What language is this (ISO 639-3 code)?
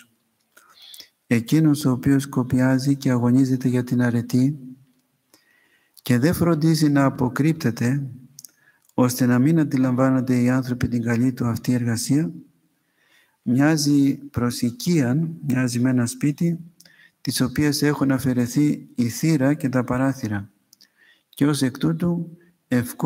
ell